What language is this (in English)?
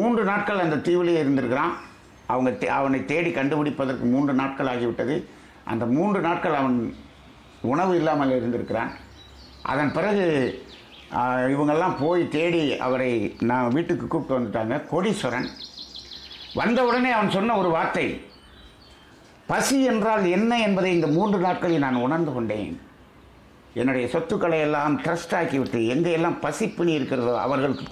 Tamil